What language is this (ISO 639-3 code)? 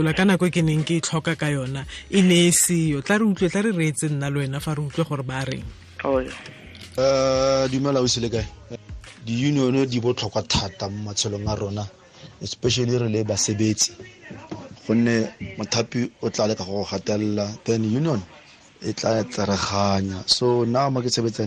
tsn